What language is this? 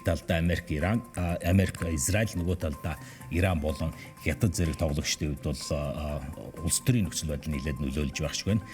Mongolian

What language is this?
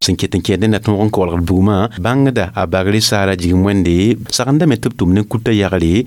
Mossi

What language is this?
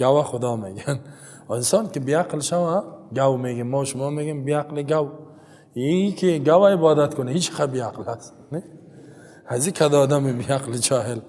Persian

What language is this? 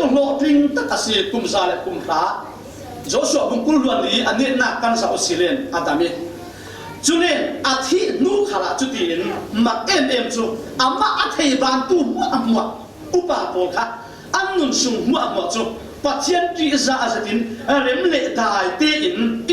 Falam Chin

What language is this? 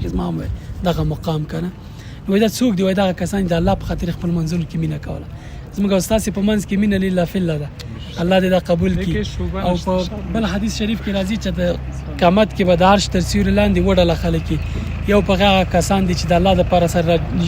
Pashto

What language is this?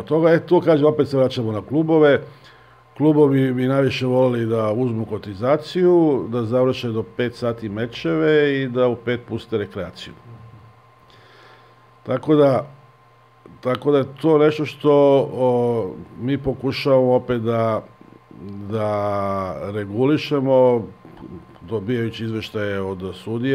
Serbian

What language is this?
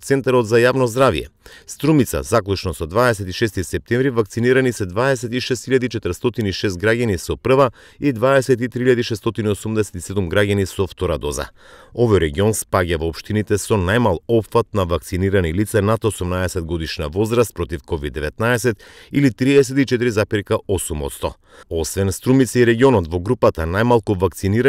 Macedonian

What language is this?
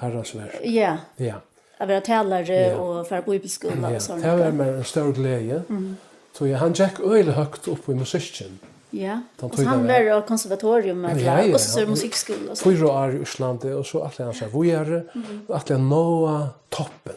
Faroese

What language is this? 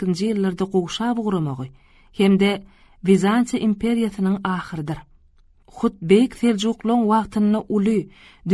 Turkmen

